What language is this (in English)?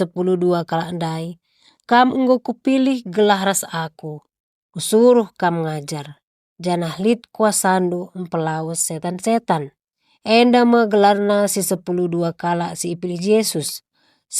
Batak Karo